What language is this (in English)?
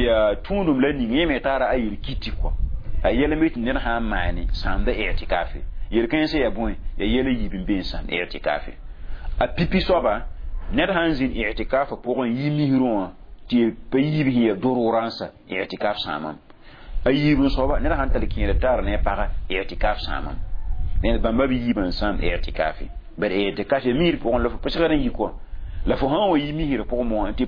Mossi